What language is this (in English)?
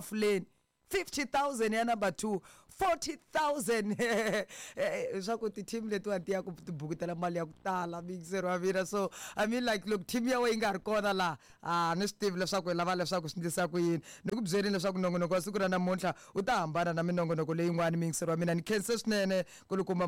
Tsonga